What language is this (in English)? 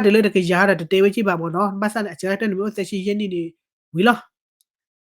S'gaw Karen